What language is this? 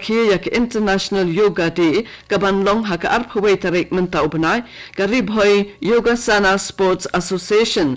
Khasi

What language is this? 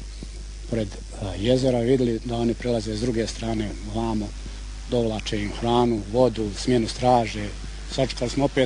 Bosnian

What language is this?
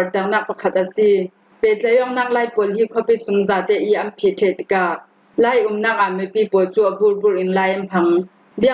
Falam Chin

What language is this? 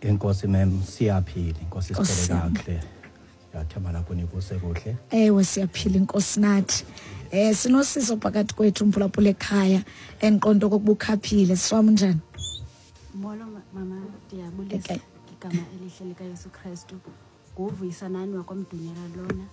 Xhosa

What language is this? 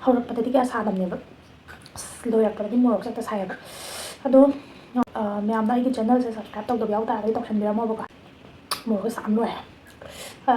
Manipuri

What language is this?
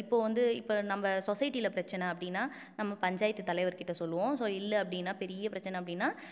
Tamil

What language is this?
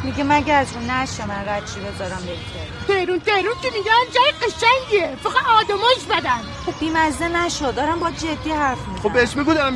Persian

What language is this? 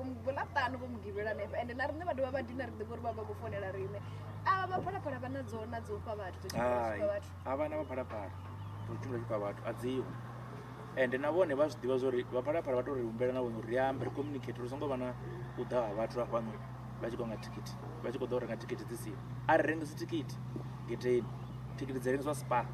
Venda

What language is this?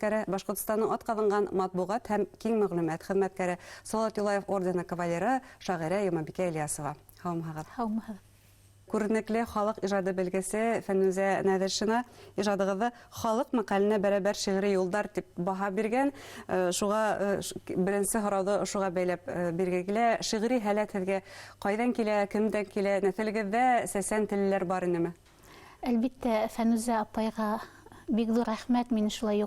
Bashkir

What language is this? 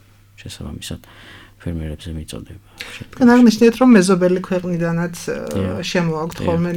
Georgian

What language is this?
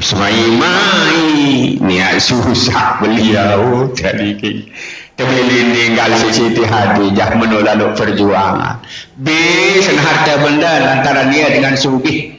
Sasak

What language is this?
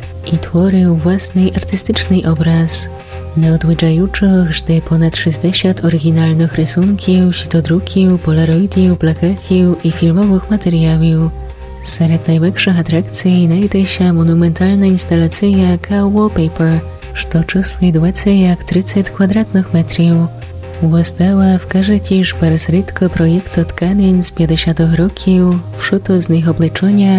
Rusyn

